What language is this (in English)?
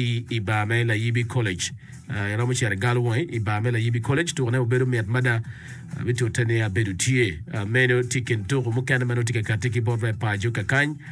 Acoli